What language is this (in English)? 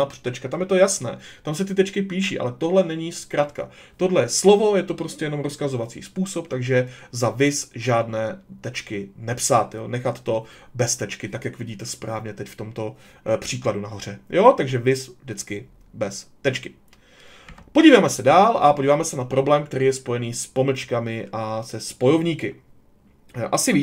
Czech